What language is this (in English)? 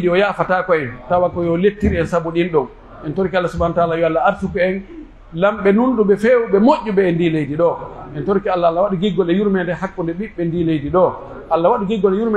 Pular